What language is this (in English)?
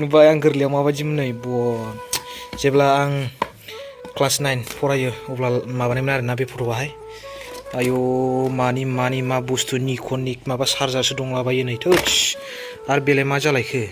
Bodo